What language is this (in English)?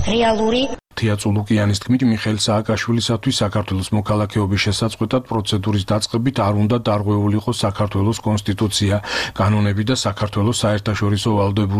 Georgian